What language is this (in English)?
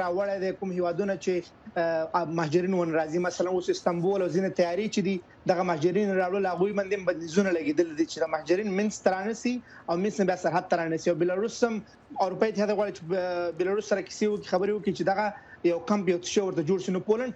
Pashto